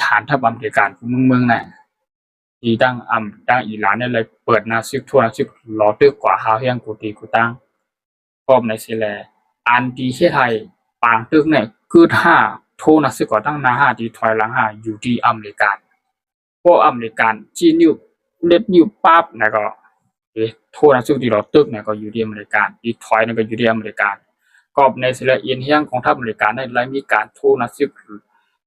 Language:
Shan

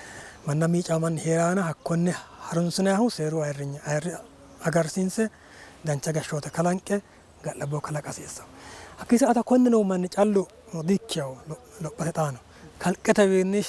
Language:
Sidamo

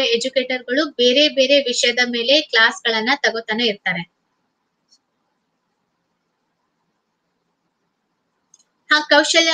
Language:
Kannada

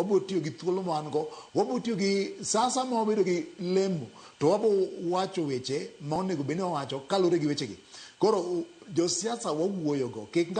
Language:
Luo (Kenya and Tanzania)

